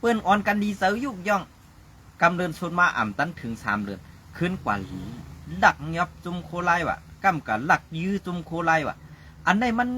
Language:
Shan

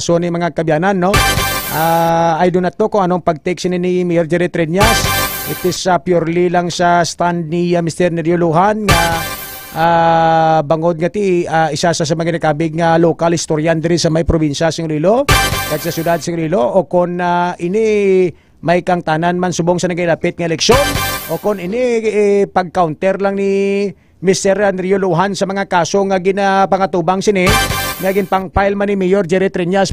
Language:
Hiligaynon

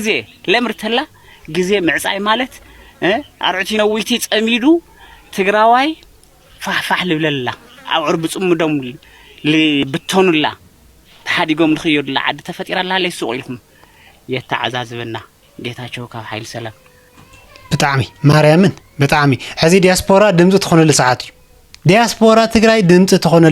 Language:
Tigrinya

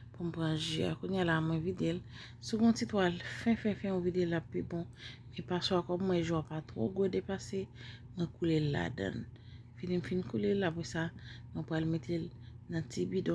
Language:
Haitian Creole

